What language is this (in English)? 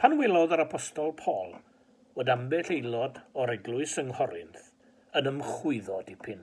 Welsh